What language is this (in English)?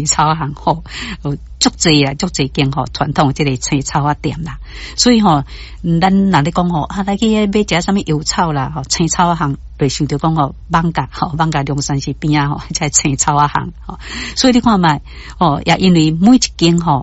Min Nan Chinese